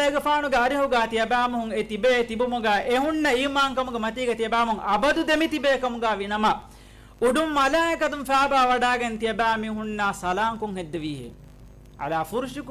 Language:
Divehi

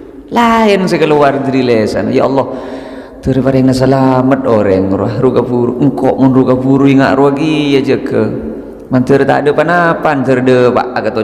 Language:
Madurese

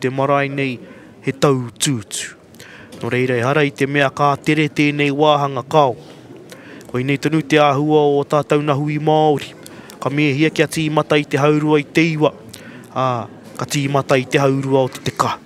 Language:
Māori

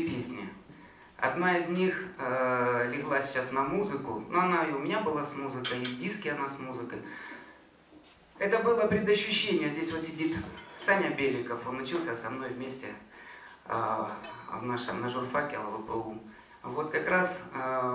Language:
Russian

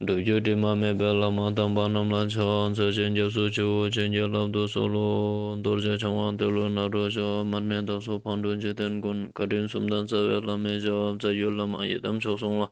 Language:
Ladakhi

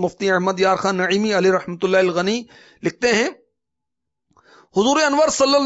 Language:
Urdu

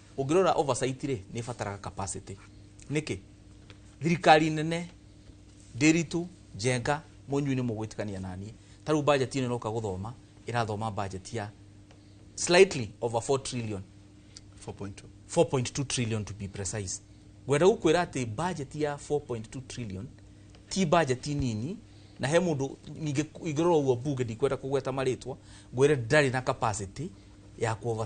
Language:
Kikuyu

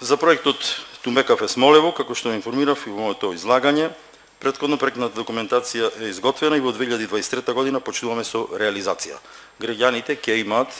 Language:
Macedonian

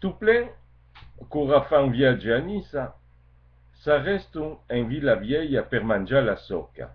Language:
Occitan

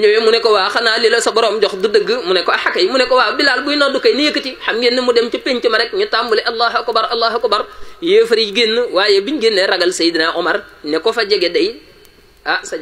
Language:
Wolof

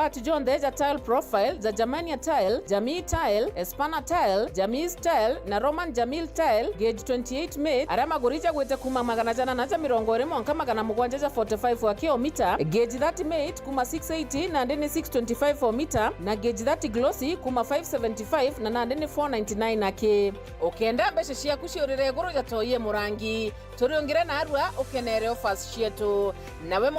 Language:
Meru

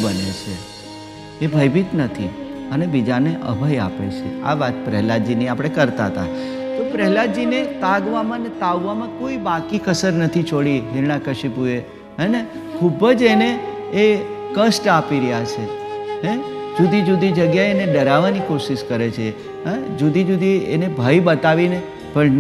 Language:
Gujarati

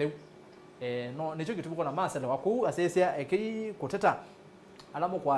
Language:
Kamba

